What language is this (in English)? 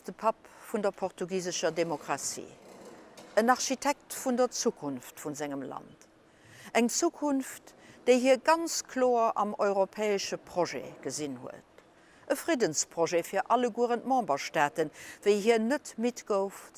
Luxembourgish